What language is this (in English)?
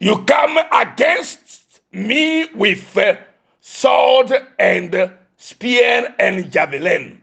Ewe